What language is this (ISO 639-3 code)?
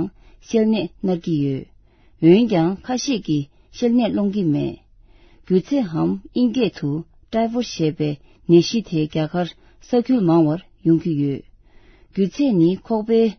bod